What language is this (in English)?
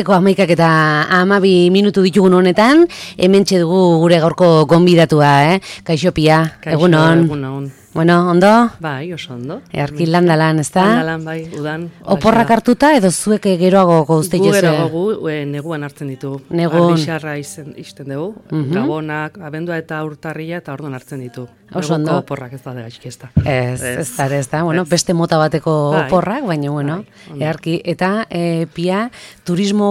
Basque